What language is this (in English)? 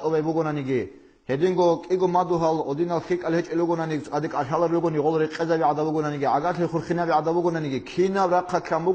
Avaric